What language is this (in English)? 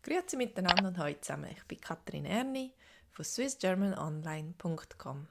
Swiss German